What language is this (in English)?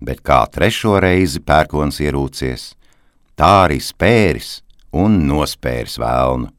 Latvian